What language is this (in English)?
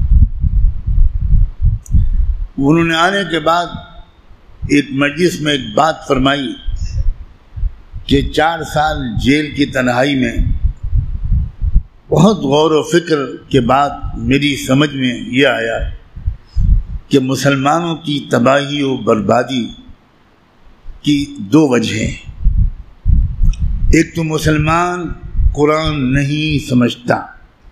Urdu